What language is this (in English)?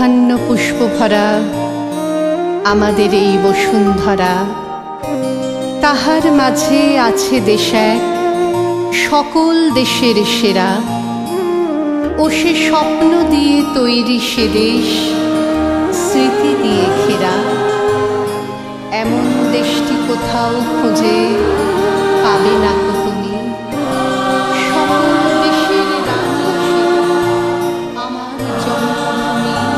Bangla